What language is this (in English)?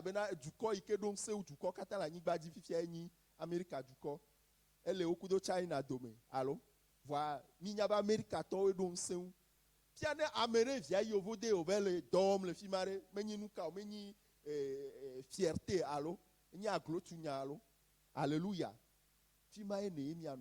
Ewe